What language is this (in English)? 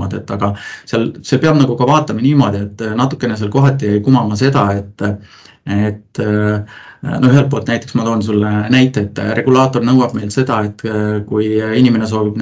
Estonian